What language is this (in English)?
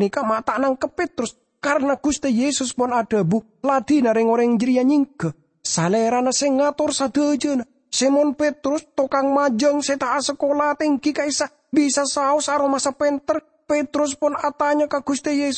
Madurese